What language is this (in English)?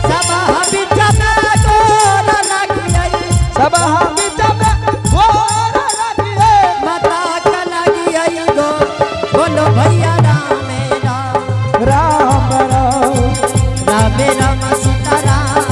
Angika